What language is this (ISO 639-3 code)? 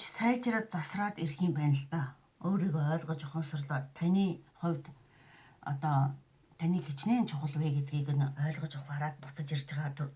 mon